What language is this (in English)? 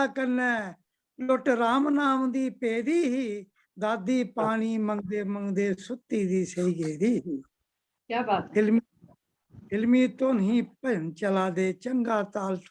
Dogri